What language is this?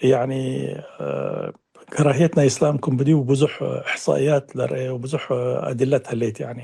Tigre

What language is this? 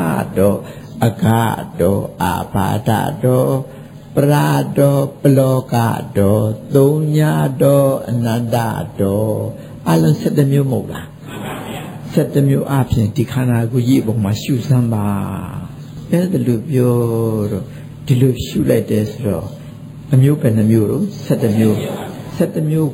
Burmese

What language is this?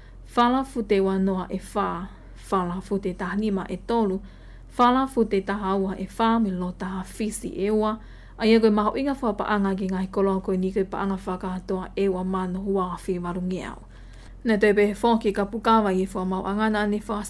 Tongan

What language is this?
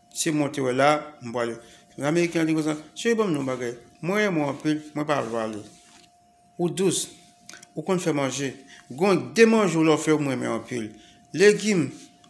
Haitian Creole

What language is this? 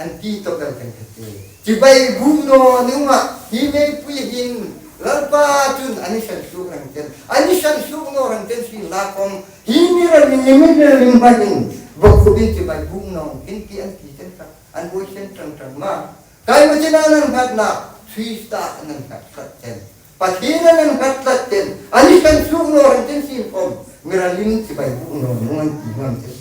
Hmar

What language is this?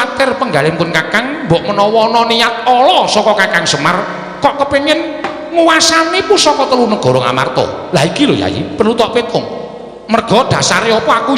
Javanese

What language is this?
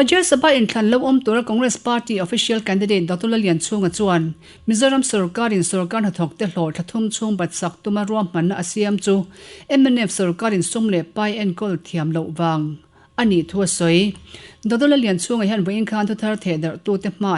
Mizo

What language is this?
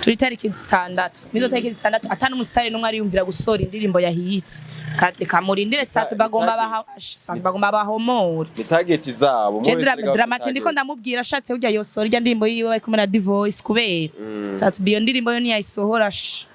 Rundi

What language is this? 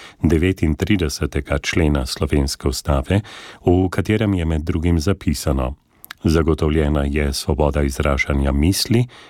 Slovenian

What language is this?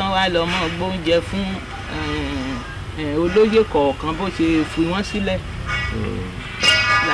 Yoruba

